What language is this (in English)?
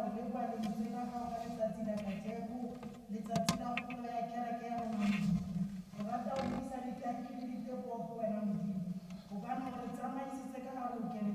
Tswana